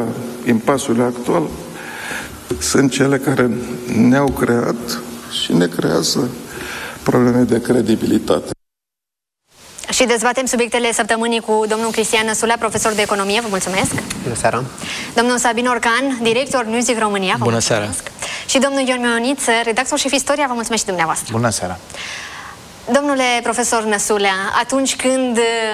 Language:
Romanian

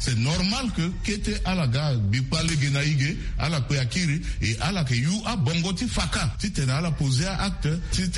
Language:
Sango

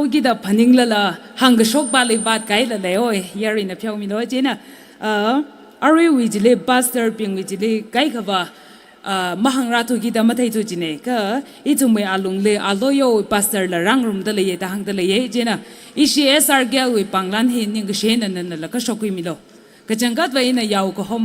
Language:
Tangkhul Naga (India)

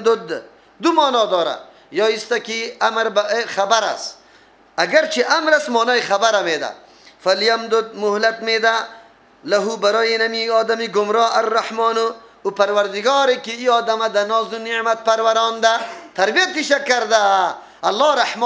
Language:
Persian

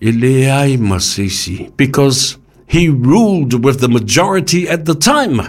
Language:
Samoan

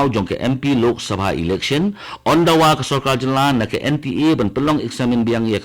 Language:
Khasi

